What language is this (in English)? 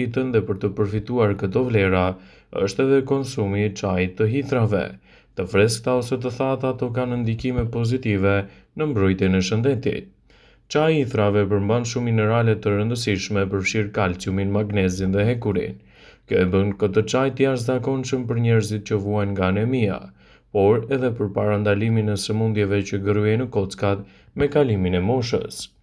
Albanian